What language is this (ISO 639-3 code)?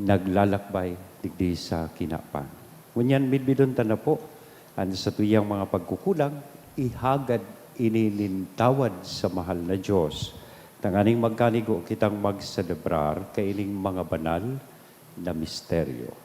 bik